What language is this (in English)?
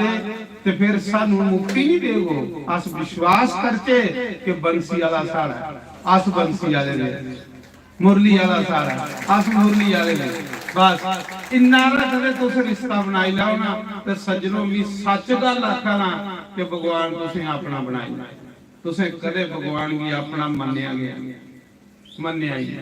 Dogri